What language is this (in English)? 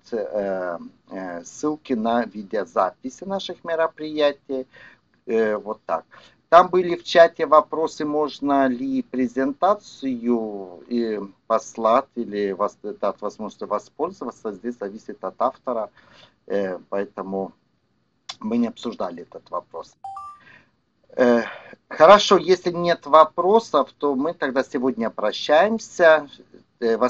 Russian